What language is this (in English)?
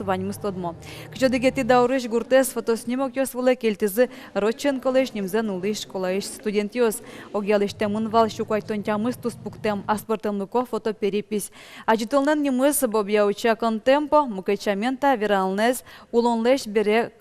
Udmurt